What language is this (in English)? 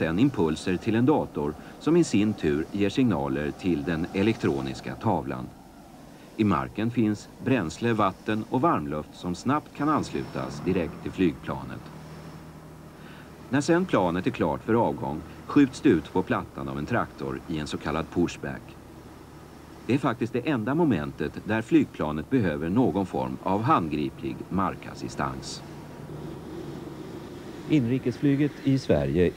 Swedish